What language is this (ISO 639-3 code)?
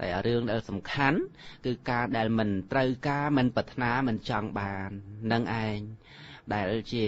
khm